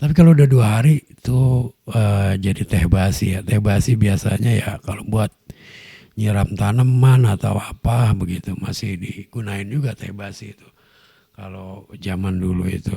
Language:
Betawi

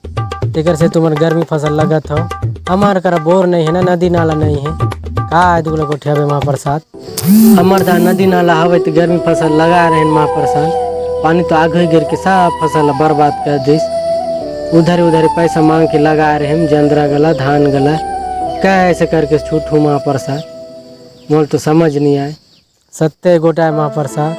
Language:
Chhattisgarhi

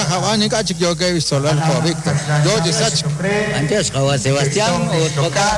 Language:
Kekchí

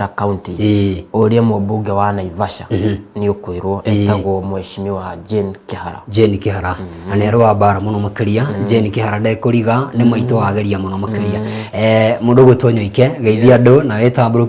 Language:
Kikuyu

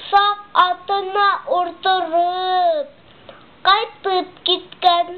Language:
Bashkir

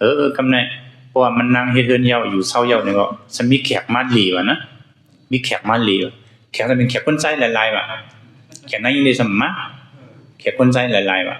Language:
Shan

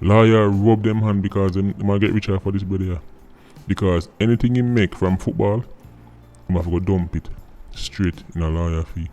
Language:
Jamaican Creole English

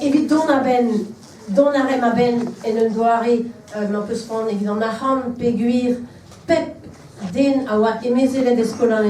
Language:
Breton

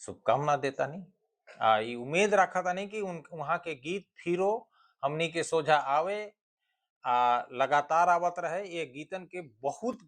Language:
Bhojpuri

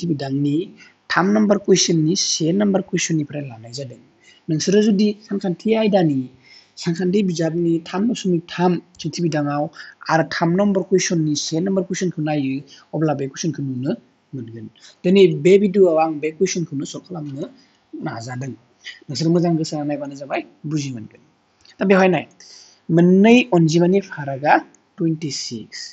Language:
Bodo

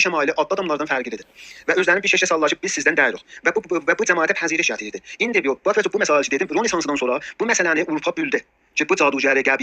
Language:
South Azerbaijani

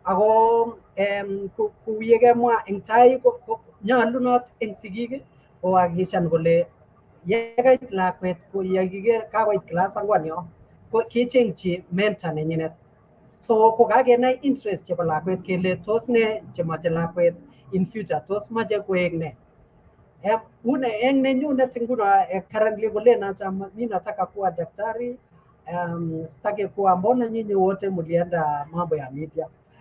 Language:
Kalenjin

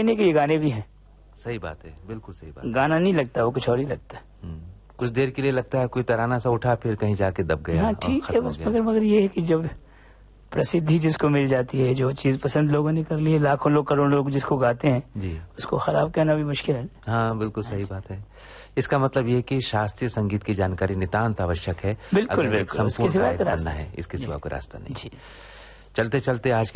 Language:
Hindi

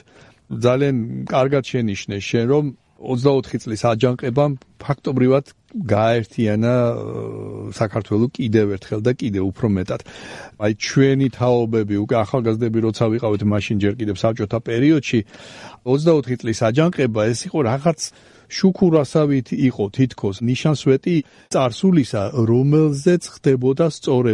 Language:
Georgian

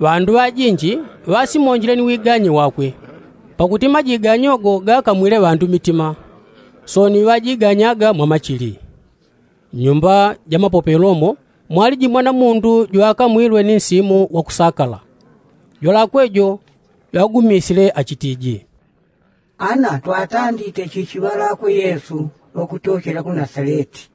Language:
Yao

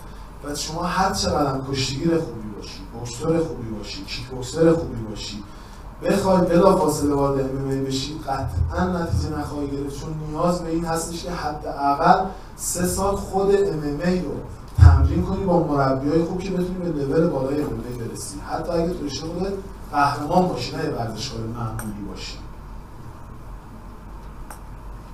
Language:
Persian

